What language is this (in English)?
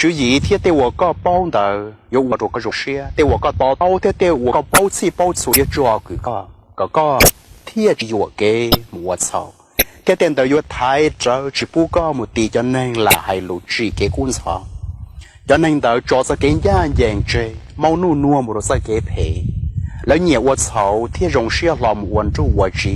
Hmong